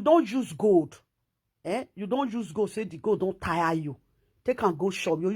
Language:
Nigerian Pidgin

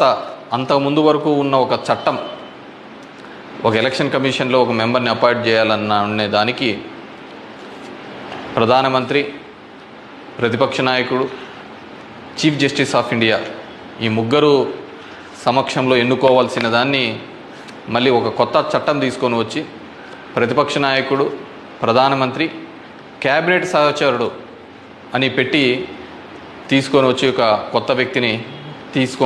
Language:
Telugu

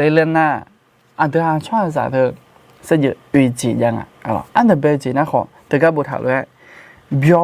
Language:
Akha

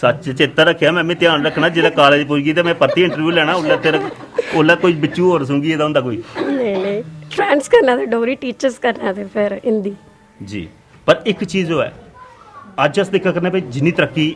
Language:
Dogri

